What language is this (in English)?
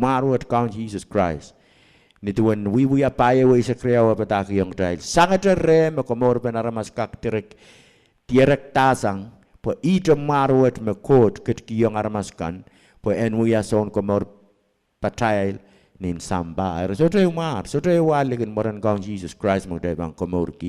Pohnpeian